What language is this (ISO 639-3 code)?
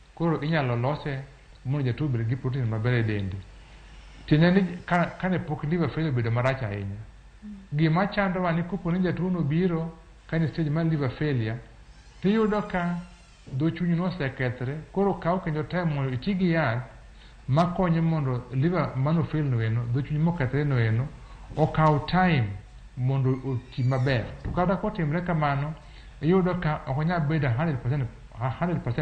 luo